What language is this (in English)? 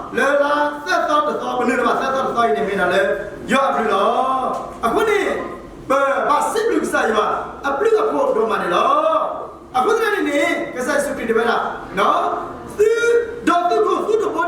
S'gaw Karen